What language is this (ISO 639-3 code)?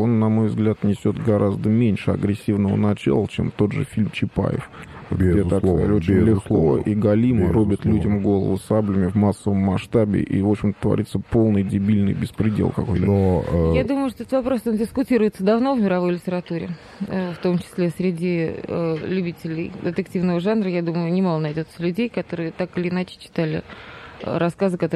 rus